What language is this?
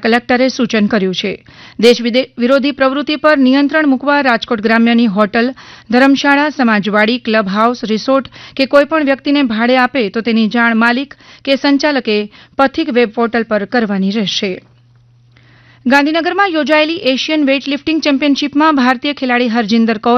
Gujarati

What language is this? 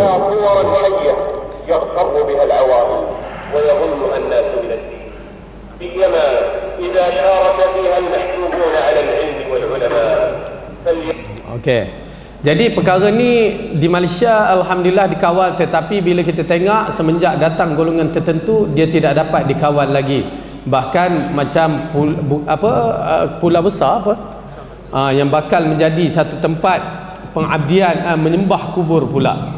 Malay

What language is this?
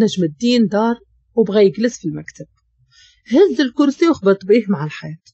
Moroccan Arabic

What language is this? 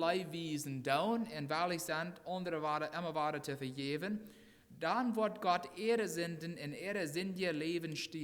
Plautdietsch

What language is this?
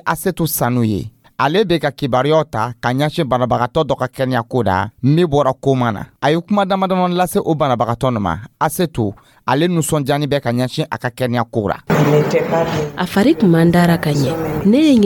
Dyula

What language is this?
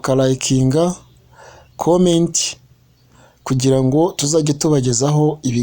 Kinyarwanda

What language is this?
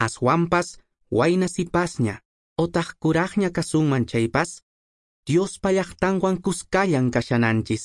Quechua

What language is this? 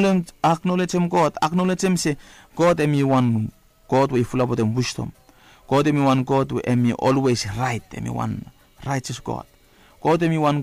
Bislama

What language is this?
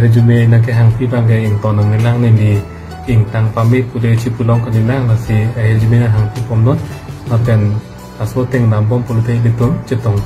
Karbi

